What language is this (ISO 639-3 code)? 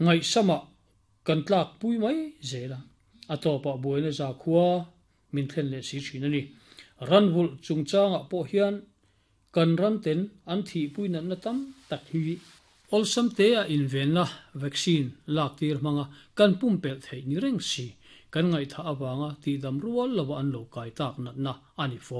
lus